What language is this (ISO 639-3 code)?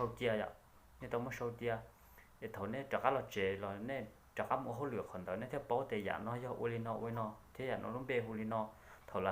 hmn